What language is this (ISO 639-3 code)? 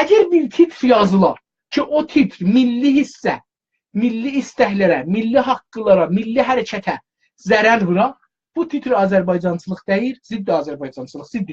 azb